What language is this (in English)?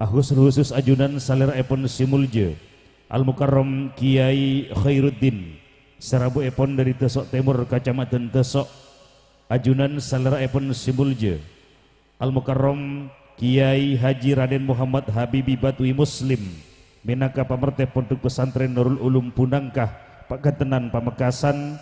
Madurese